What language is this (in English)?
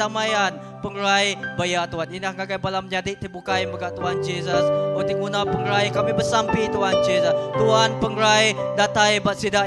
Iban